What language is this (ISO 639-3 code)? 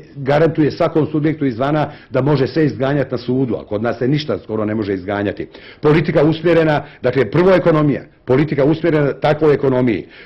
bos